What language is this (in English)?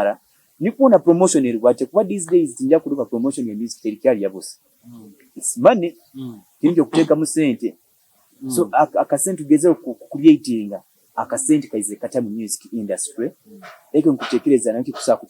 Nyoro